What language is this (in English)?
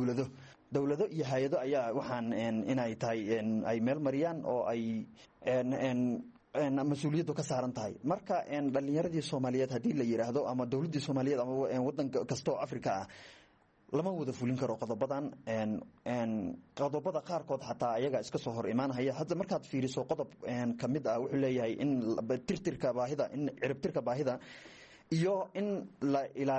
Somali